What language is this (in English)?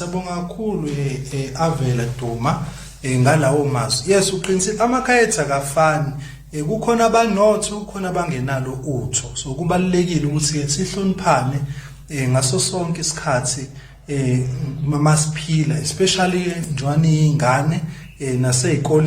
Zulu